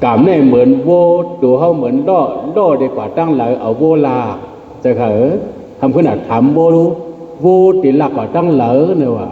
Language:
Shan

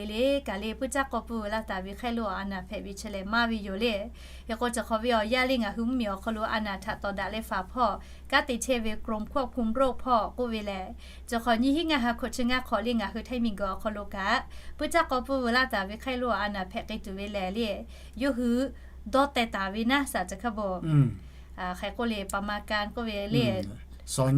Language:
Lahu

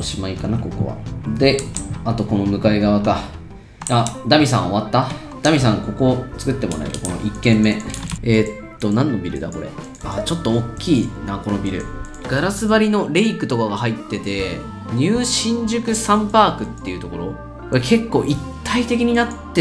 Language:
Japanese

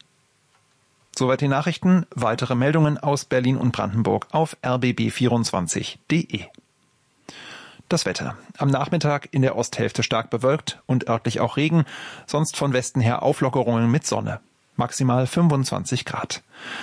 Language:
German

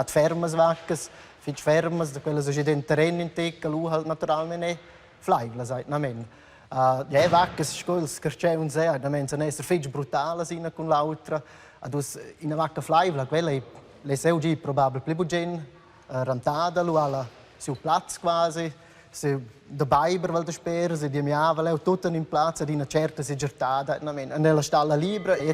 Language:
Romansh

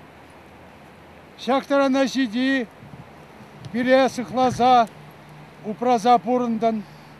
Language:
Chuvash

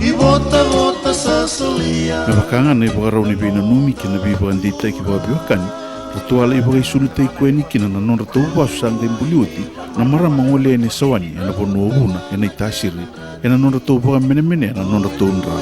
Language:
Fijian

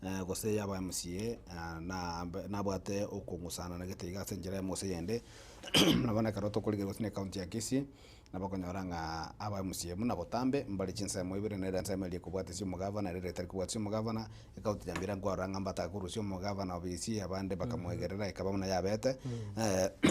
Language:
Gusii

